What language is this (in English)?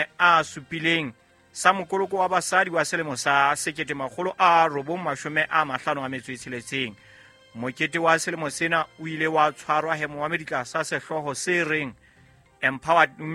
Southern Sotho